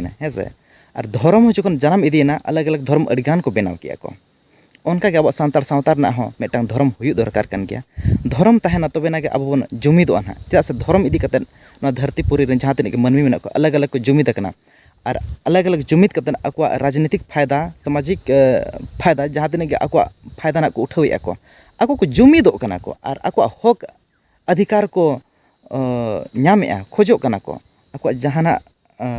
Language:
Santali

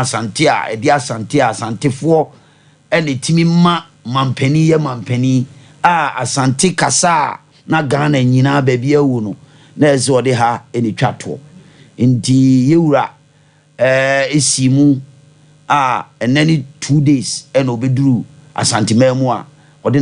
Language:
Akan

